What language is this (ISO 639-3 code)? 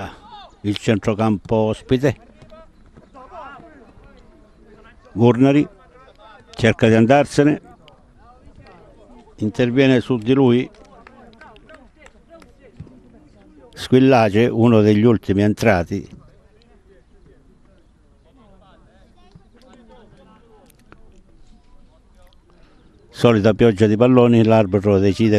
ita